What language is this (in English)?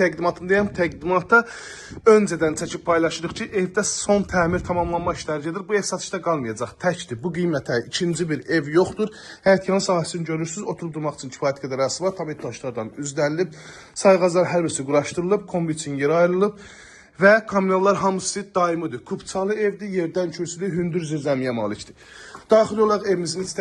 Azerbaijani